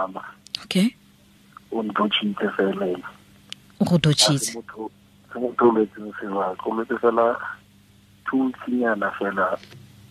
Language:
Tswana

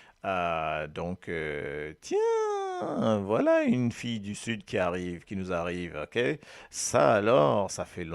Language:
Morisyen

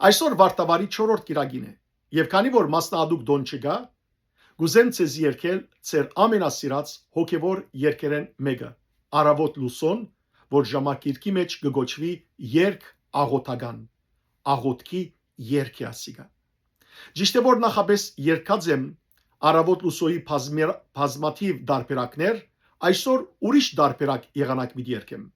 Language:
Western Armenian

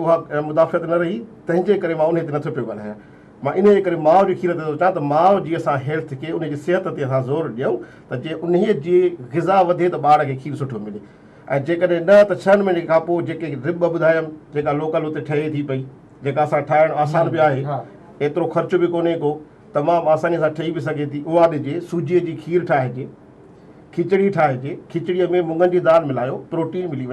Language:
Sindhi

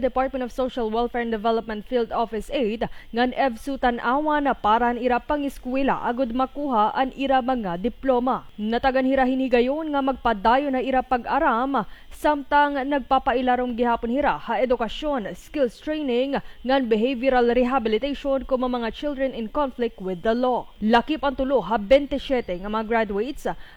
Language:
Waray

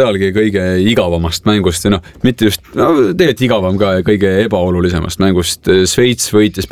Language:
Estonian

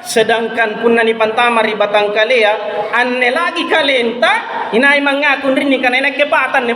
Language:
Makasar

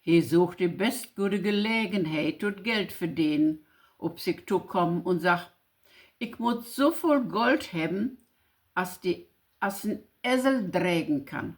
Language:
Low German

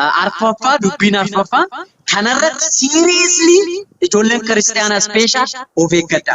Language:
Oromo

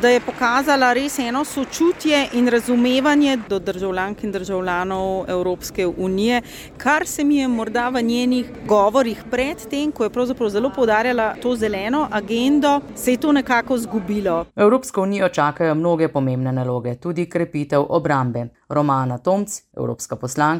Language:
Slovenian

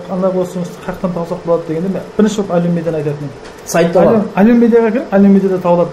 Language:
Kara-Kalpak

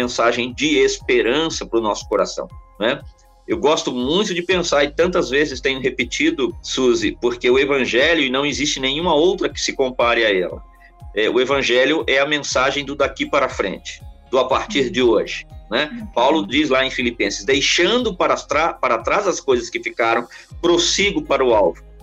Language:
Portuguese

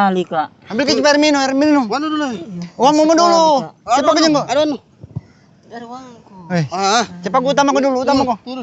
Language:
Makassar Malay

